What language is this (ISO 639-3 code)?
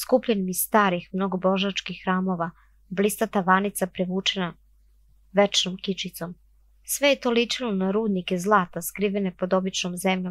srp